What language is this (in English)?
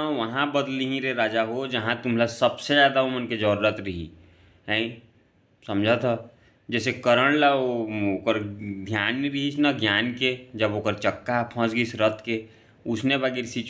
Chhattisgarhi